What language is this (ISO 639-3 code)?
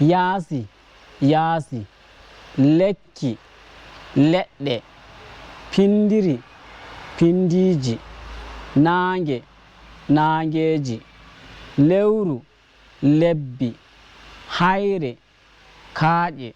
ful